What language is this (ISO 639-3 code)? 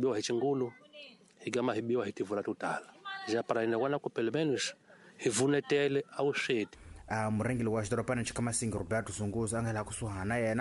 tso